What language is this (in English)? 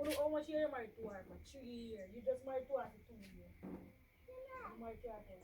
Jamaican Creole English